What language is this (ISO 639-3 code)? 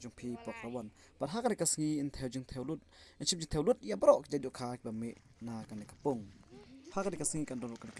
kha